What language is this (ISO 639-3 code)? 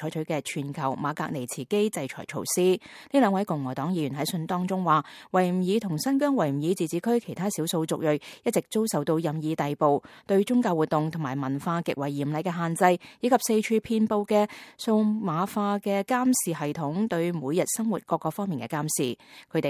yue